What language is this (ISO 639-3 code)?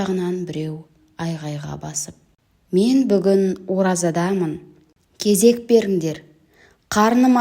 kaz